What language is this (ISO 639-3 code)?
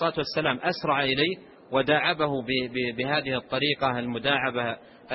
ara